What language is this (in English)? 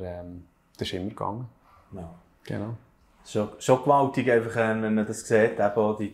Swiss German